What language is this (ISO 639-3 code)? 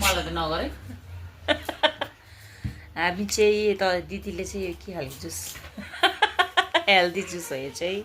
nep